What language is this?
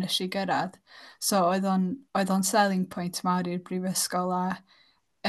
Welsh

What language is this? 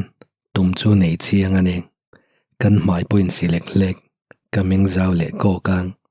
Mizo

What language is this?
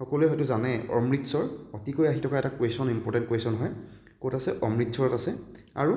Assamese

